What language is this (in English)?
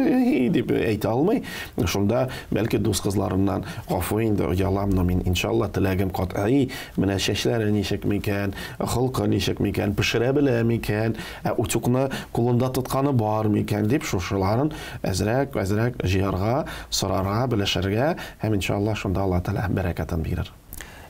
Tatar